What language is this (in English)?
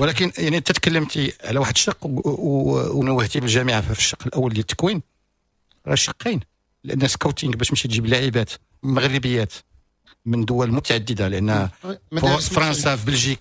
Moroccan Arabic